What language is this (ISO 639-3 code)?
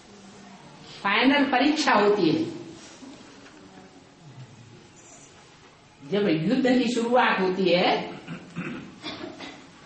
hin